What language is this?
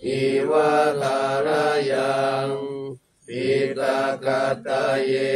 Pali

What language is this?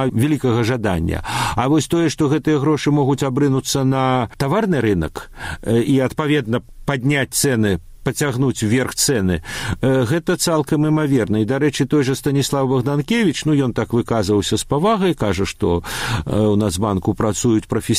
Belarusian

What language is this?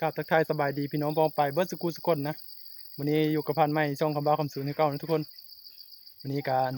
Northeastern Thai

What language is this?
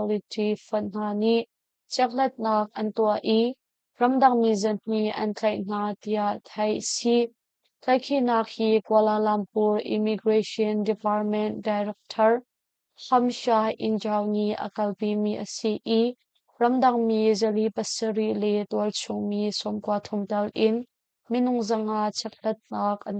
Hakha Chin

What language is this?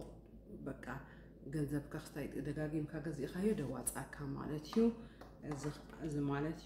Tigrinya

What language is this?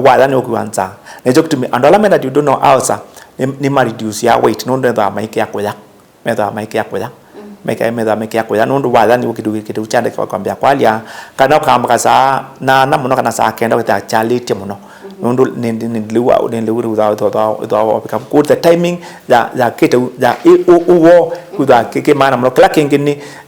Kamba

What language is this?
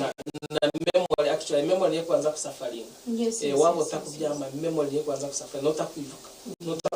Nyankole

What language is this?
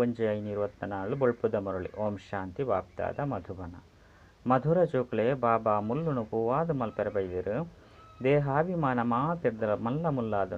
Tulu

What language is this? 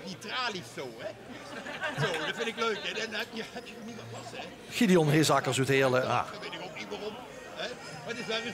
Limburgish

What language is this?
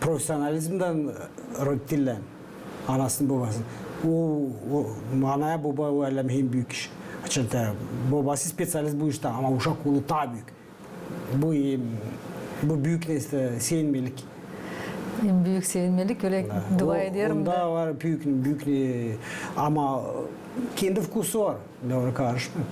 Gagauz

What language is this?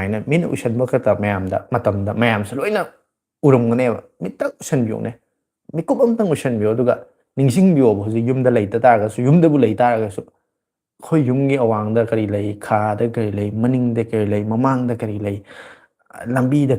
Manipuri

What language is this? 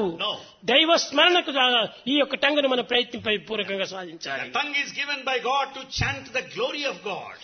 Telugu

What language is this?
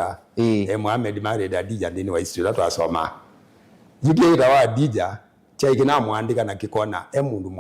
Kamba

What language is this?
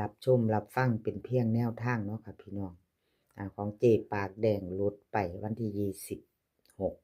Lao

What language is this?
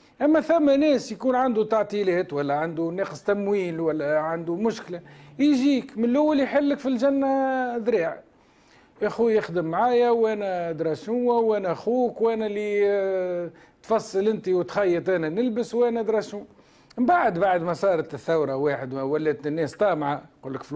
Tunisian Arabic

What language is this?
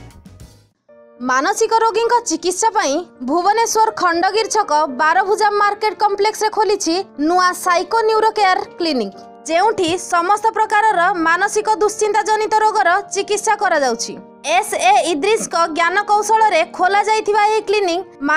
Odia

